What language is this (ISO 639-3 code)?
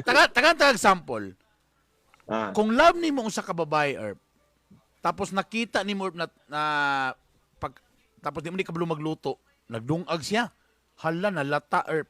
ceb